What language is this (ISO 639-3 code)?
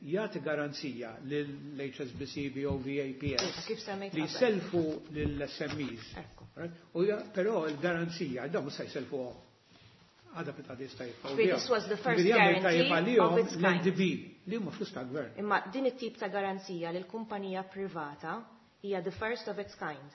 mlt